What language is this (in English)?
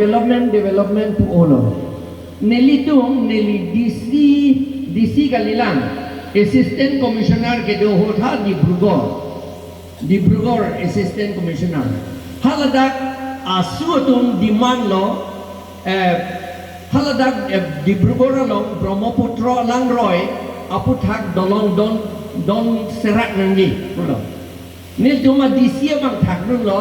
Karbi